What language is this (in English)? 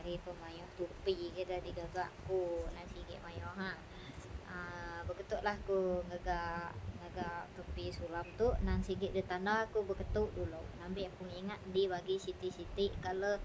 Iban